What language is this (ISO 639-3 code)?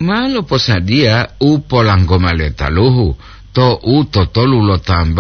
gor